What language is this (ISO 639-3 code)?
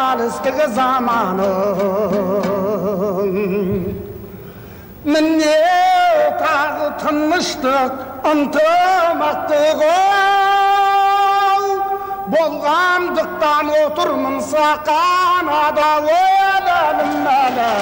kaz